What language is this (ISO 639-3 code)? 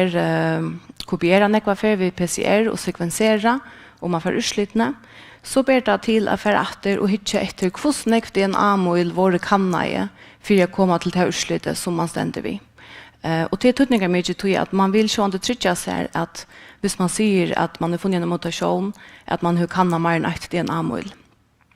fao